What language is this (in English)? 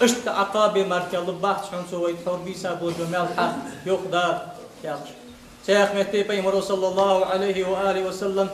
Ingush